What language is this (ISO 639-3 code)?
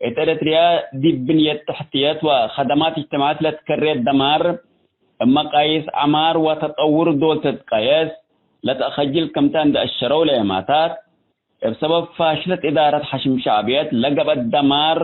tig